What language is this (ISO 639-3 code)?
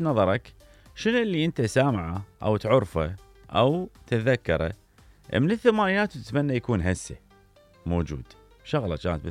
acm